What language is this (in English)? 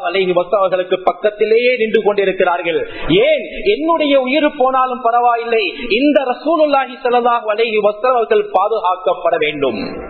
Tamil